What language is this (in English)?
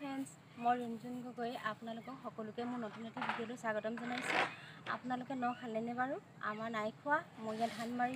Assamese